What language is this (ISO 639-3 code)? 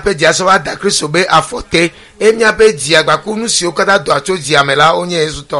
ewe